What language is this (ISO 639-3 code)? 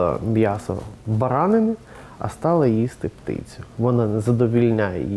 ukr